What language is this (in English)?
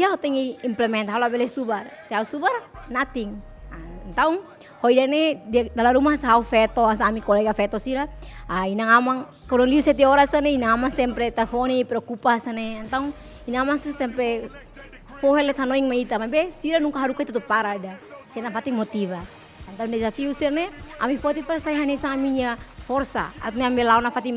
Tetum